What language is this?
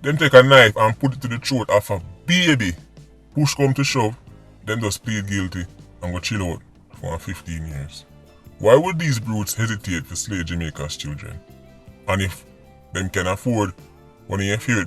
Jamaican Creole English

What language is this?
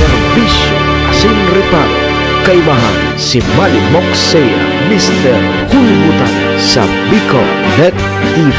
Bikol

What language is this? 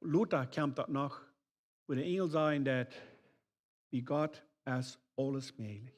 Plautdietsch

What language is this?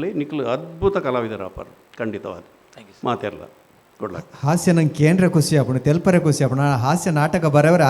Tulu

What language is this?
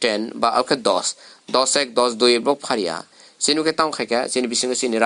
Kok Borok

